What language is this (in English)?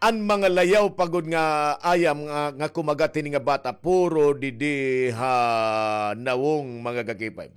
Waray